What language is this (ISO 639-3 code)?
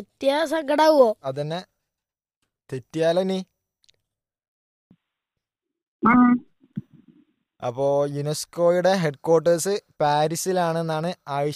mal